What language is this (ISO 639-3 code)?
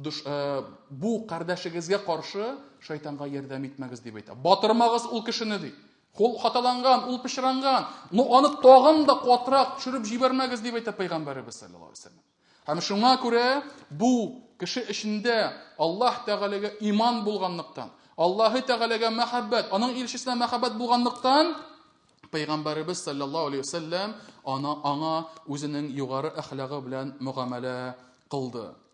tat